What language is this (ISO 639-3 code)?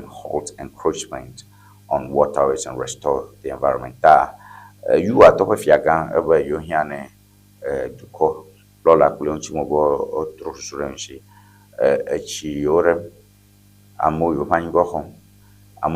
ewe